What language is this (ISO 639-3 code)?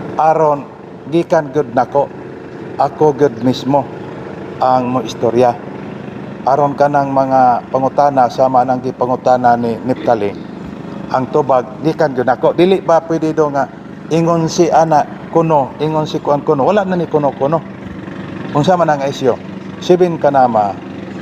ceb